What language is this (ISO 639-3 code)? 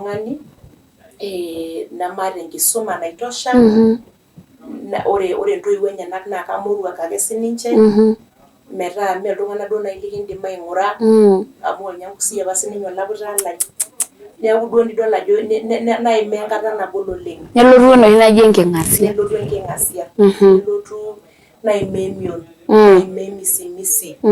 mas